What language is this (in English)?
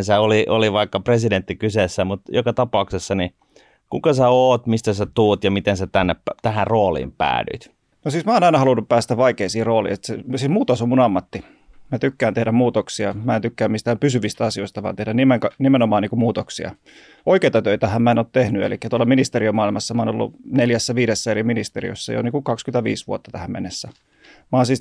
Finnish